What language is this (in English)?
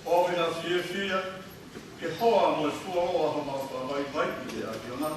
Tongan